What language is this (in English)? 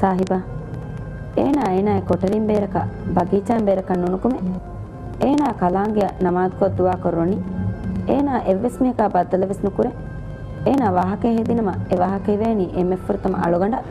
Divehi